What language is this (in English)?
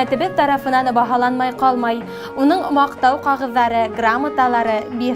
Bashkir